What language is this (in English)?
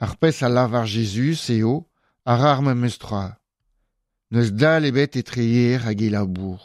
Breton